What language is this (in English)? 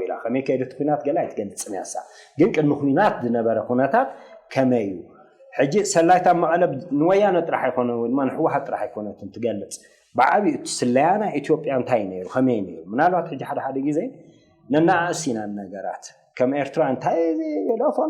Tigrinya